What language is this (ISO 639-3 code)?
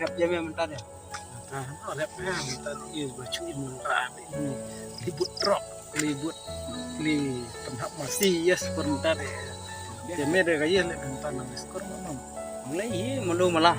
kha